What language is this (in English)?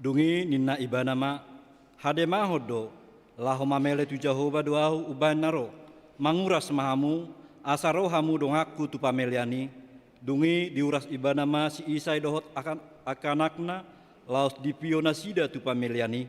Batak Toba